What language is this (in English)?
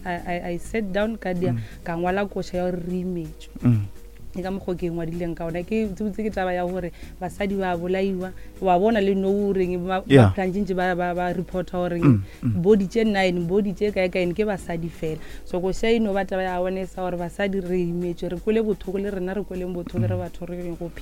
Northern Sotho